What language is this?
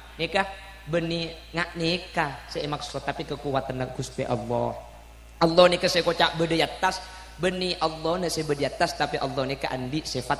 Madurese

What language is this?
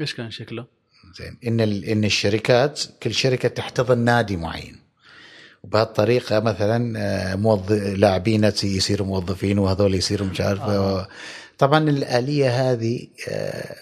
Gulf Arabic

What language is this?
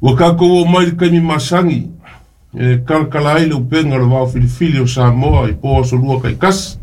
Samoan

